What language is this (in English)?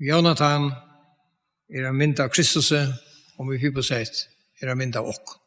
Faroese